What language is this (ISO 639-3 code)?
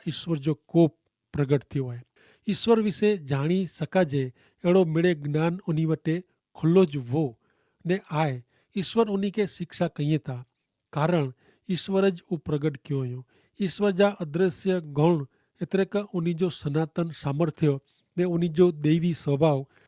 kfr